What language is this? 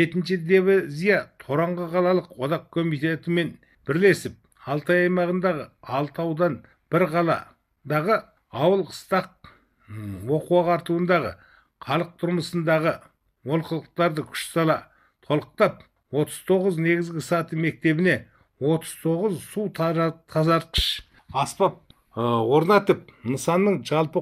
Kazakh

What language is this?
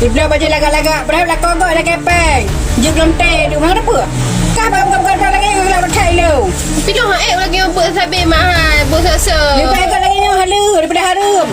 Achinese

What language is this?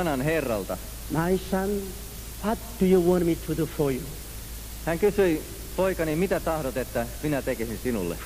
Finnish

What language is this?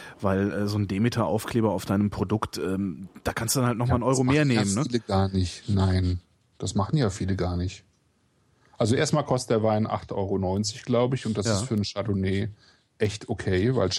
German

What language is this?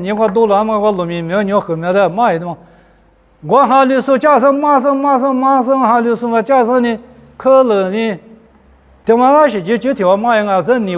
Lisu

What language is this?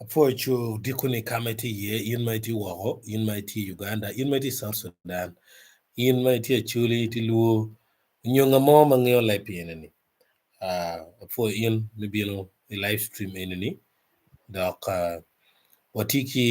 Acoli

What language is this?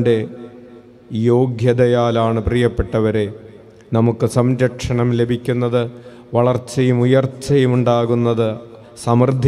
Malayalam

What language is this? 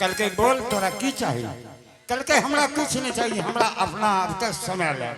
Angika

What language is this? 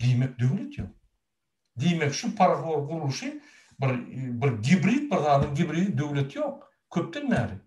Turkmen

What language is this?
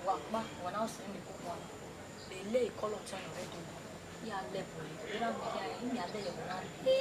Bini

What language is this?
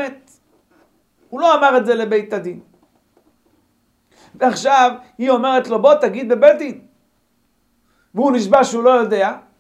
Hebrew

